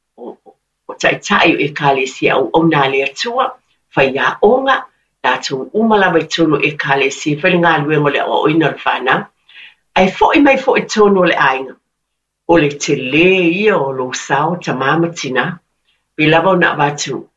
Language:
Samoan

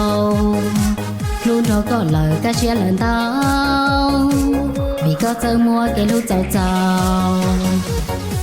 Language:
Hmong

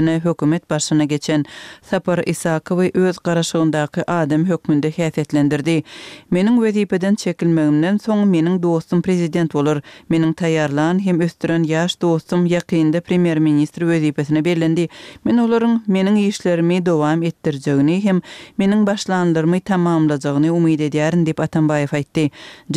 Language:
Kyrgyz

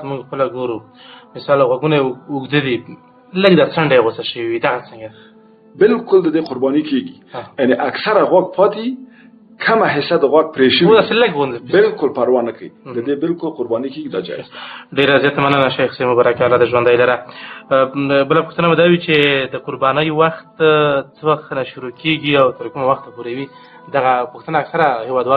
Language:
Pashto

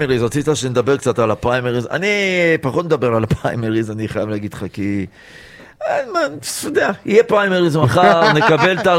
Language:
Hebrew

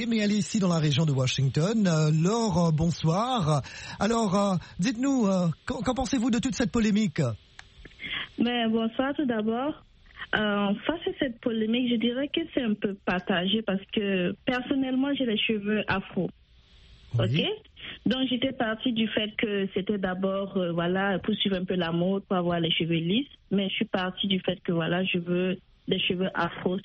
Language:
French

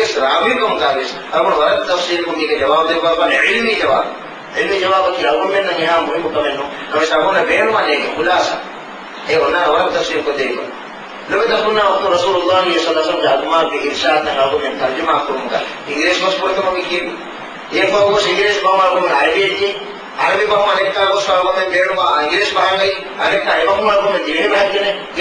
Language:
Divehi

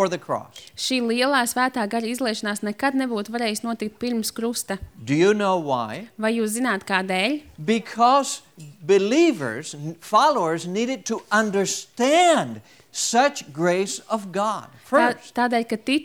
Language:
Latvian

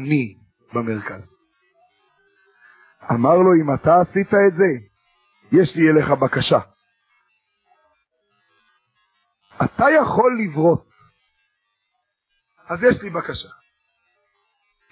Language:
Hebrew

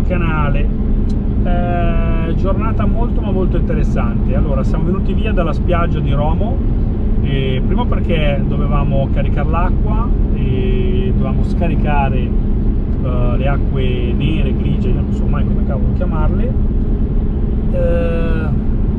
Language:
Italian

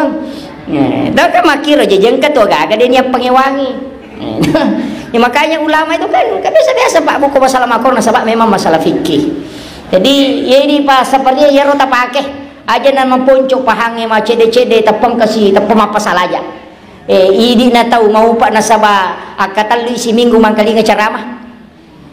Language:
Buginese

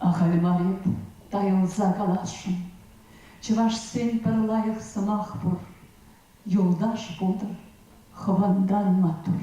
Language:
Chuvash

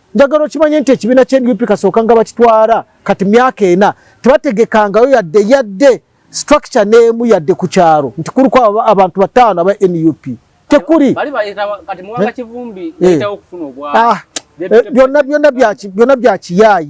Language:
Ganda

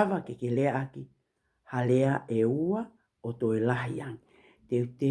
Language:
Tongan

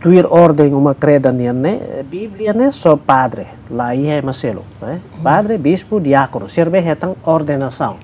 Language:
Tetum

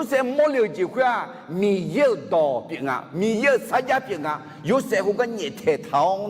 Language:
Akha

